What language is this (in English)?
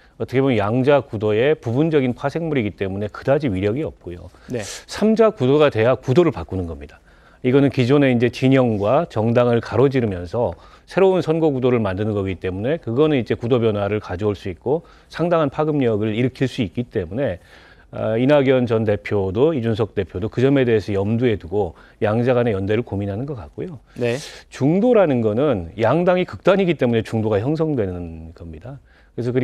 Korean